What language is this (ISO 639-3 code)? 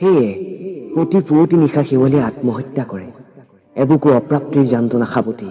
asm